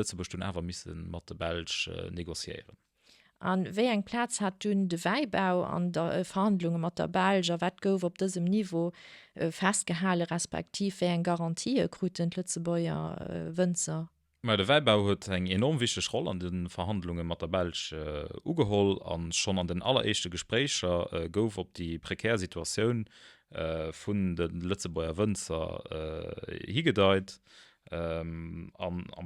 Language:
Luxembourgish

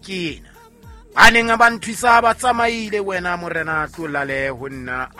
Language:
Southern Sotho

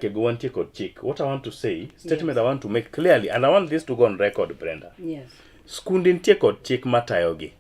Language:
Luo (Kenya and Tanzania)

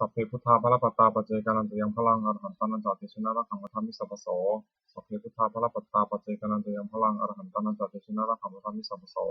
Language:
Pali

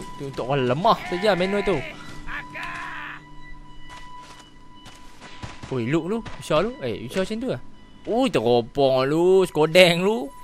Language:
Malay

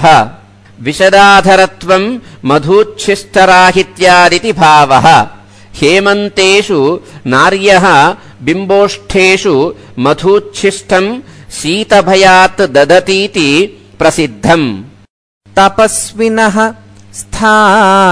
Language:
Sanskrit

